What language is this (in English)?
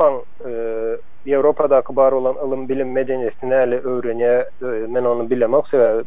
Turkmen